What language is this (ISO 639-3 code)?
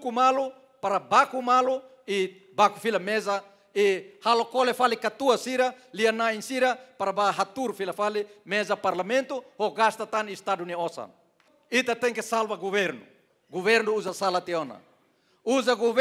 tet